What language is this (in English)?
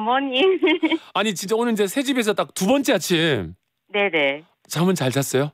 Korean